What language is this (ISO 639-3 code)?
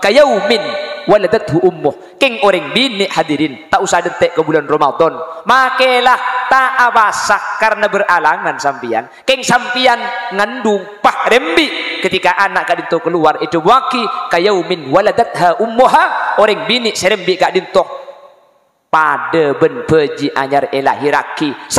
mad